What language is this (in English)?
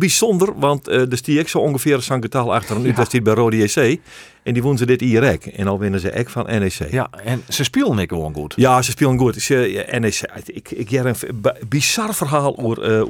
Western Frisian